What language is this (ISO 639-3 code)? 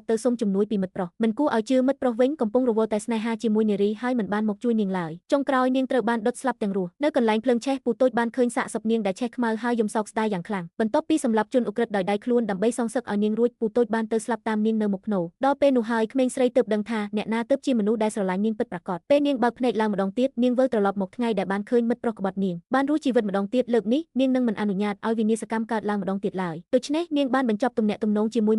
khm